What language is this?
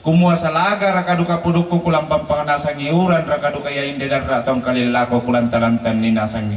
Toraja-Sa'dan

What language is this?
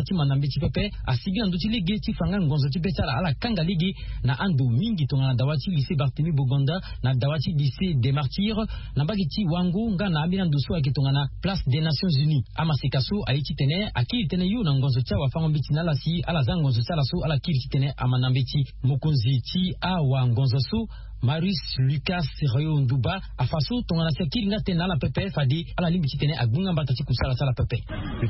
Sango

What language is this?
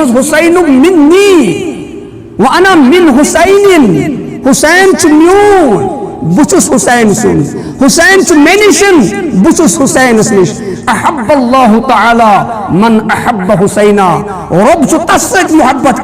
Kashmiri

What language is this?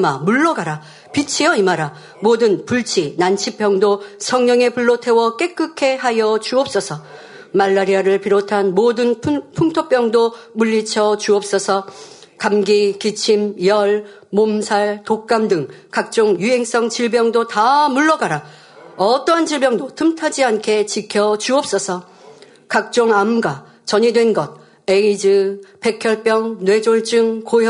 Korean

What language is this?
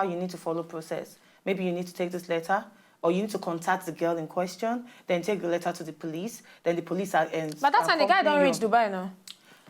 Nigerian Pidgin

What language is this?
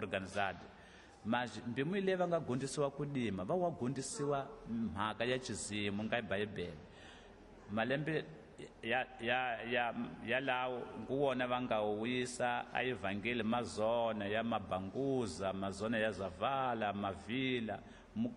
Tsonga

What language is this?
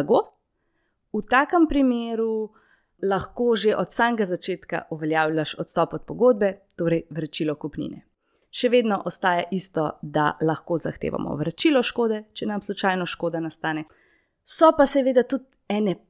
Slovenian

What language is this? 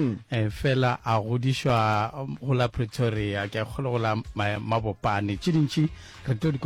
Northern Sotho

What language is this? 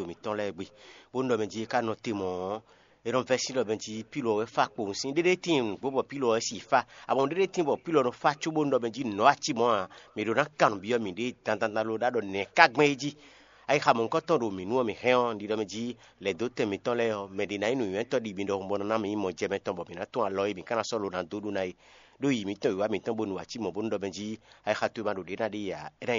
Fon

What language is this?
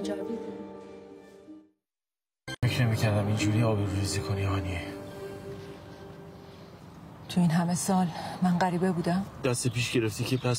Persian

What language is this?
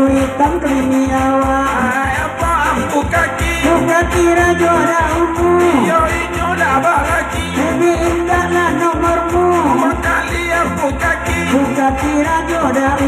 Minangkabau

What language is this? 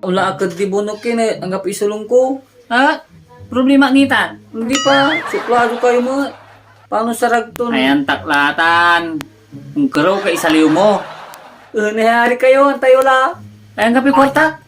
Pangasinan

